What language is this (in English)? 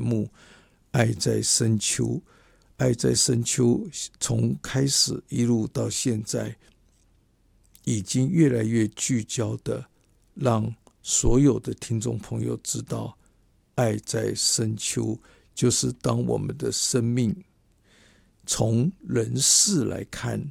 Chinese